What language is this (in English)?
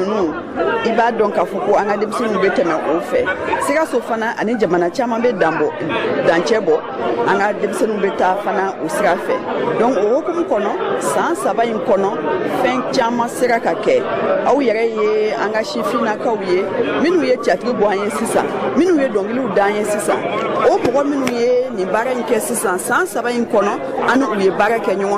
Bambara